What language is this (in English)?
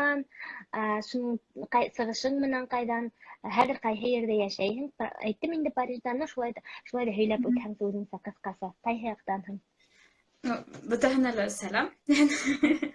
Bashkir